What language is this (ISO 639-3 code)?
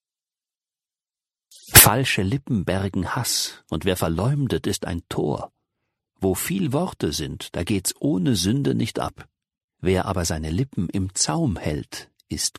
deu